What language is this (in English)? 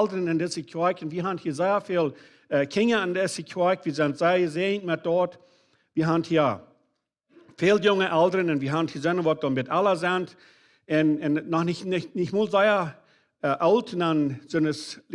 Plautdietsch